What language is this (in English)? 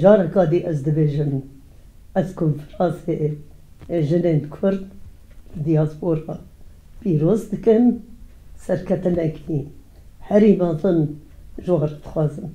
Kurdish